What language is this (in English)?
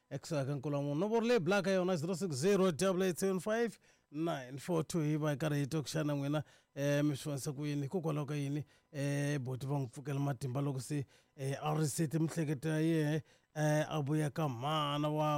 Tsonga